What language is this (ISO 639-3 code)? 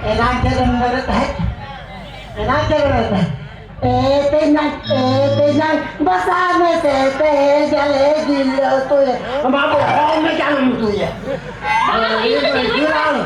sat